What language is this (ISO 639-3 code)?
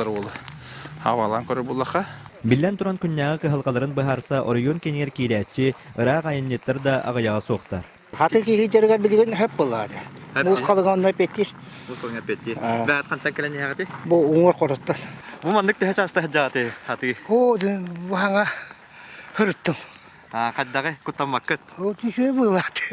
sah